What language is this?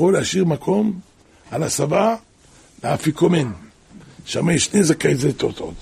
Hebrew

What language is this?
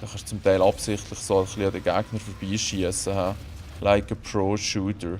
Swiss German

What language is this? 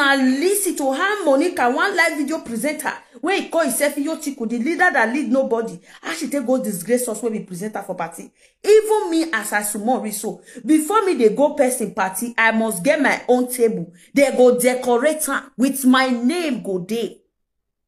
Nigerian Pidgin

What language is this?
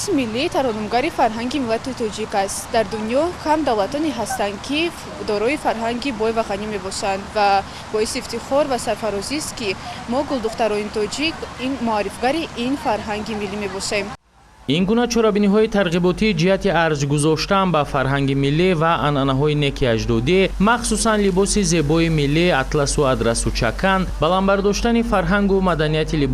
Tajik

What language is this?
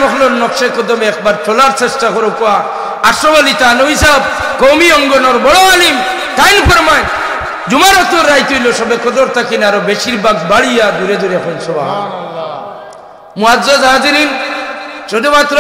Sylheti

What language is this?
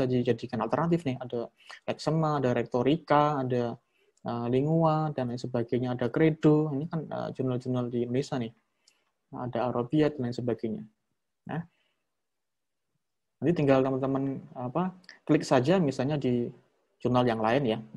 Indonesian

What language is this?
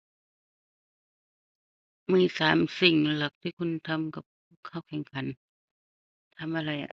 Lao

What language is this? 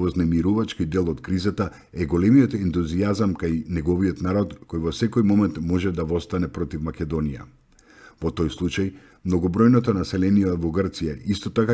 Macedonian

